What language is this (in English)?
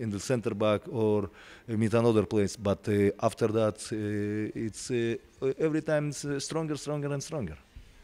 English